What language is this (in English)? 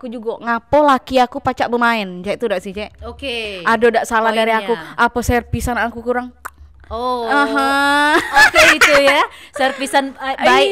Musi